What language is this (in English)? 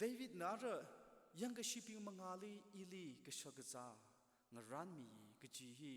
Tangkhul Naga (India)